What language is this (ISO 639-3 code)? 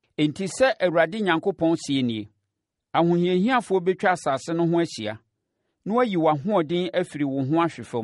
aka